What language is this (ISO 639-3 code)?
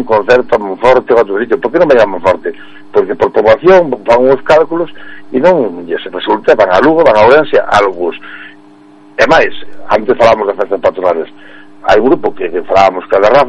glg